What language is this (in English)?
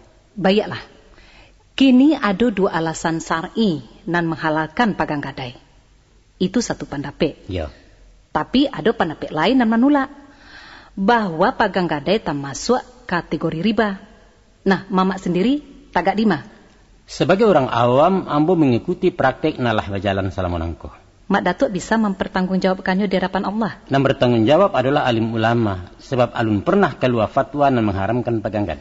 Minangkabau